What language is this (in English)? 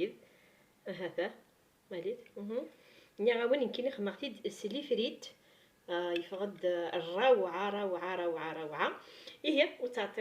Kabyle